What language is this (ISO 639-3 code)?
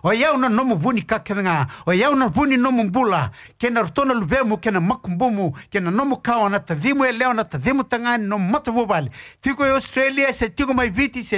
fij